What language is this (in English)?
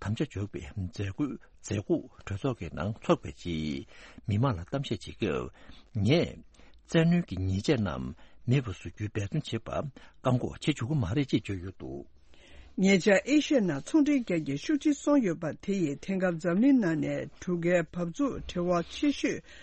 Tibetan